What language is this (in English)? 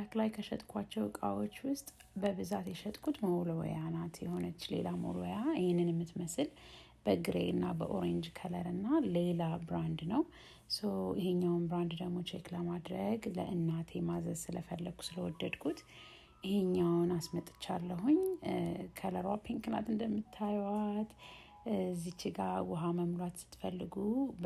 Amharic